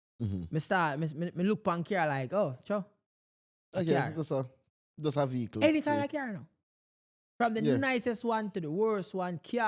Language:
Jamaican Creole English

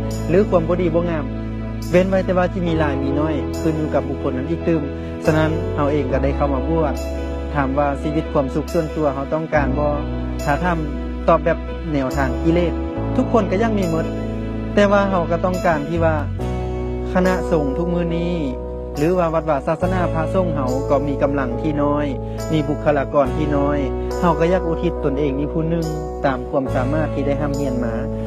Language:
Lao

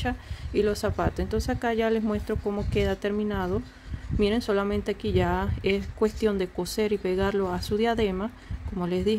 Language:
Spanish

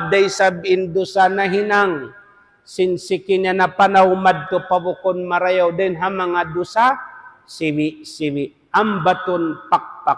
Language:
Tausug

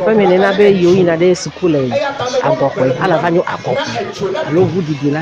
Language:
Ewe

